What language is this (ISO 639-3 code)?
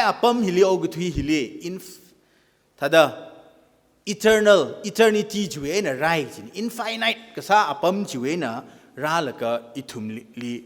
nmf